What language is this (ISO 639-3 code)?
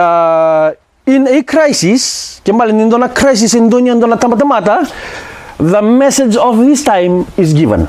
fij